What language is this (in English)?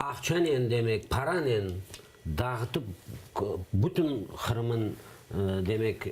Crimean Tatar